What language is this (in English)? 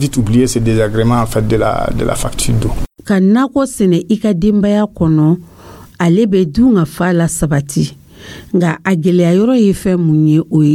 Dyula